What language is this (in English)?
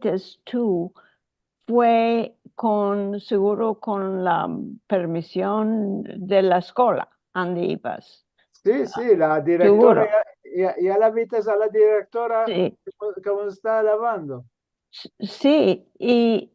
Ladino